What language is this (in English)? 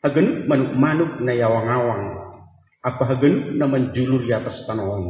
Batak Simalungun